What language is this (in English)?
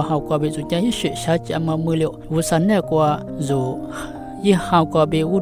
Lisu